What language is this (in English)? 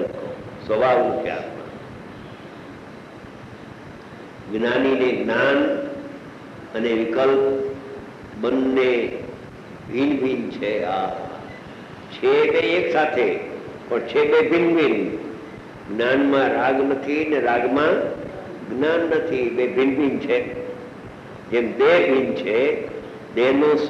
Gujarati